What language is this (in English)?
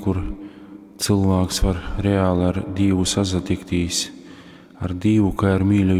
Latgalian